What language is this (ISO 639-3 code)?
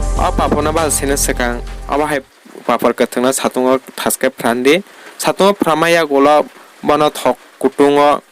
trp